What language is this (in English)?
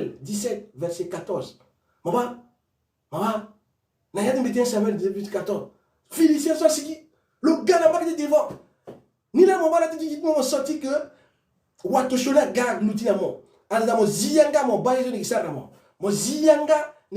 Sango